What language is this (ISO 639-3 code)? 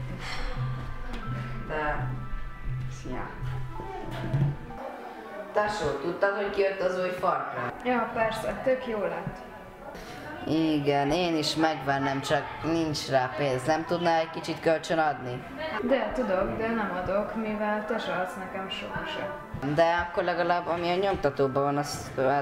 hun